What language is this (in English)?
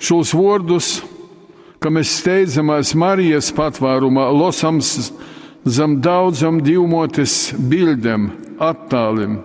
Latgalian